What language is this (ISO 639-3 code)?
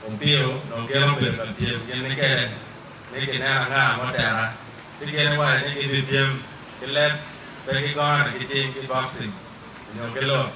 ach